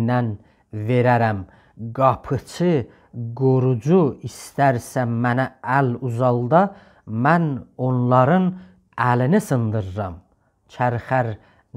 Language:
South Azerbaijani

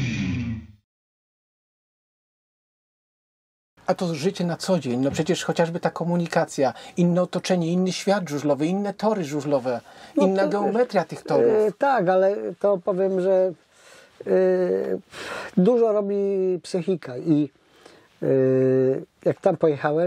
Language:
Polish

